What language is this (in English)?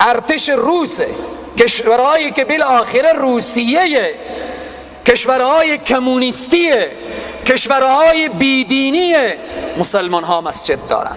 Persian